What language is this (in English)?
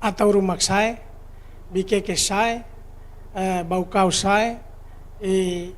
Tetum